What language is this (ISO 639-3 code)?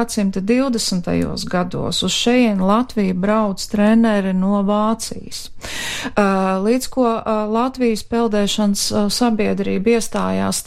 lav